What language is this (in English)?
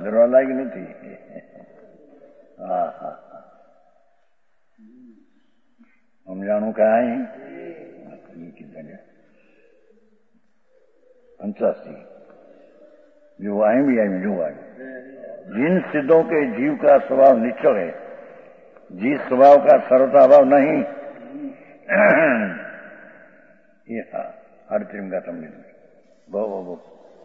Gujarati